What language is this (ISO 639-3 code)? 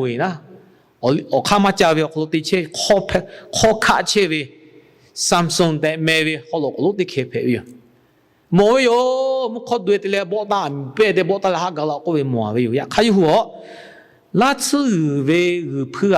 lhu